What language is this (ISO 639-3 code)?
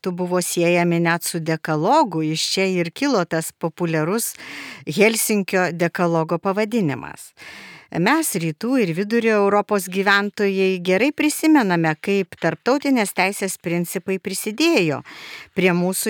lit